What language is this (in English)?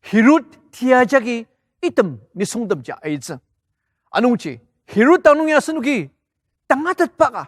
Ao Naga